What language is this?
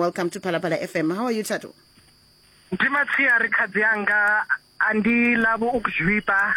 Venda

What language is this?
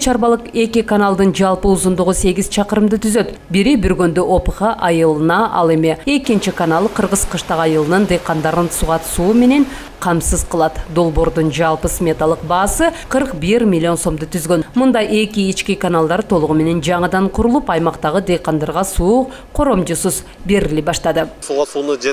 Kyrgyz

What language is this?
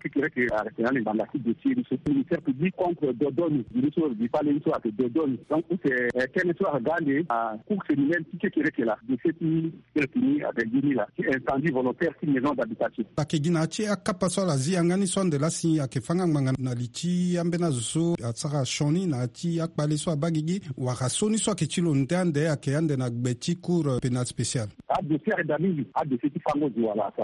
Sango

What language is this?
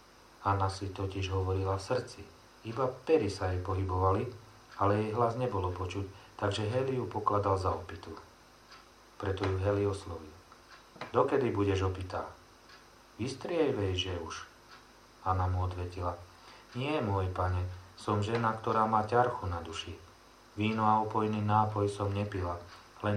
Slovak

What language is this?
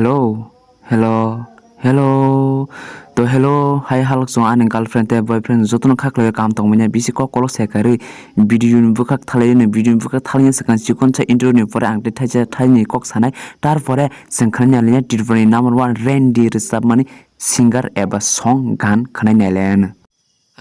Kok Borok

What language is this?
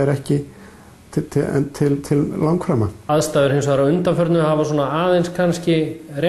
Icelandic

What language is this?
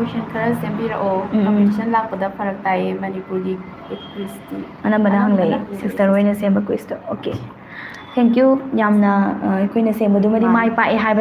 Manipuri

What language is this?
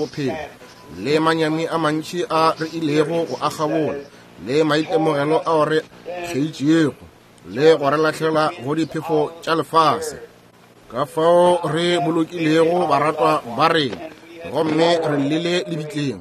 Northern Sotho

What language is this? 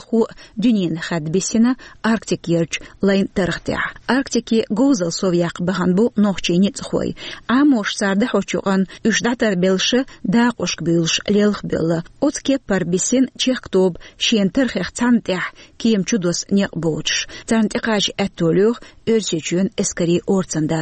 Chechen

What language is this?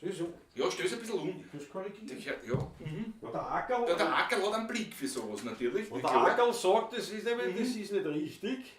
Bavarian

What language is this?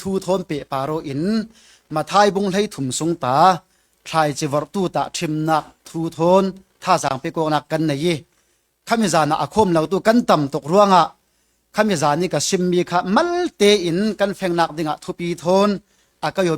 Falam Chin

